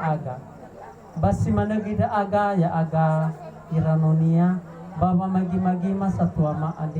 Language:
Nias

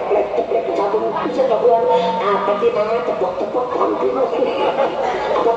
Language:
Betawi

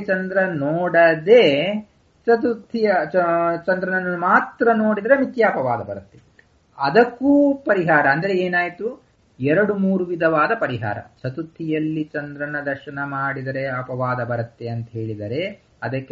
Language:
Kannada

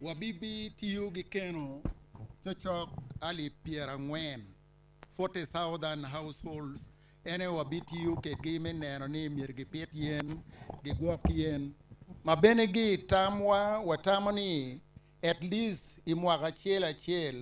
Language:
Acoli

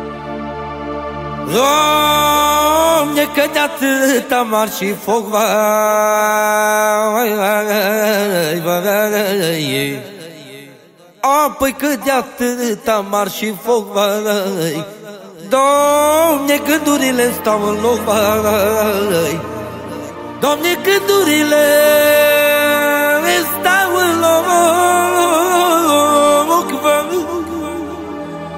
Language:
Romanian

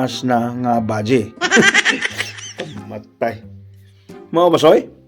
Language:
Cebuano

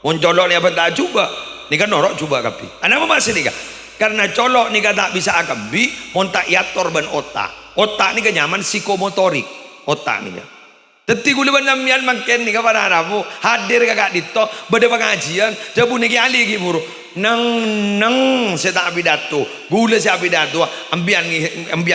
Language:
Madurese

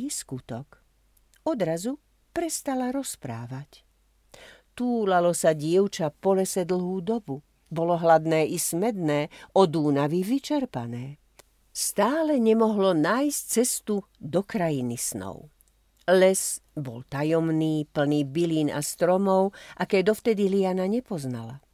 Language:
Slovak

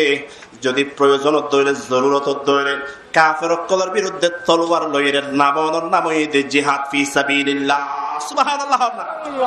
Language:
Rohingya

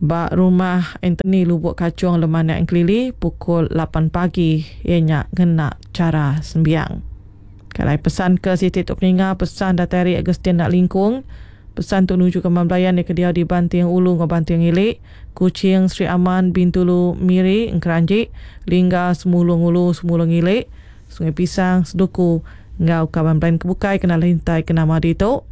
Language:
Iban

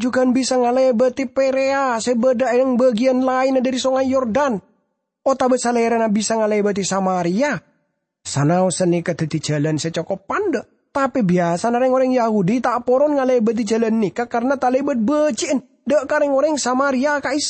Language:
Madurese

